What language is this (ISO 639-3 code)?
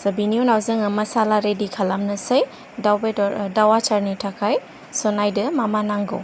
brx